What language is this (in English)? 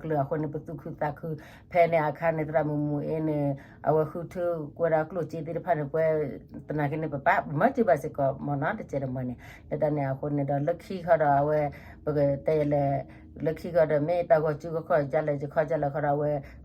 S'gaw Karen